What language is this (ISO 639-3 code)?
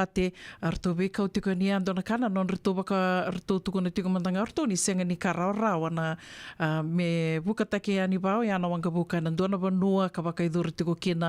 fij